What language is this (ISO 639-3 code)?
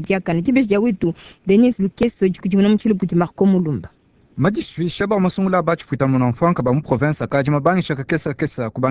lua